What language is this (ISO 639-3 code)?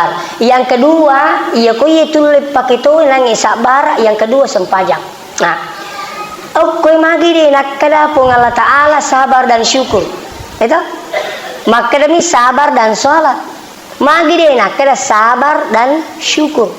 bug